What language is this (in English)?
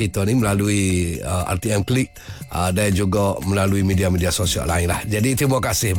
Malay